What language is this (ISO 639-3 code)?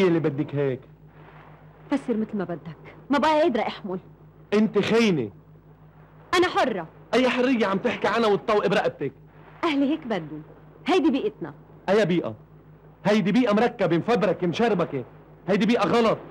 apc